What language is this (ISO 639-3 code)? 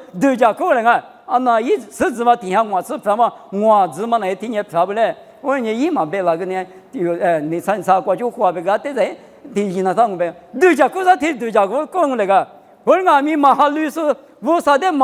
lis